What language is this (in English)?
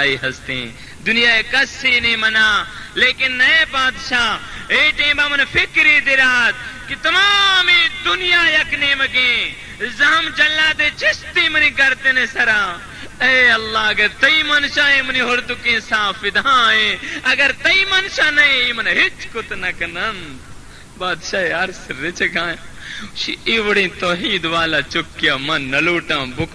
Baluchi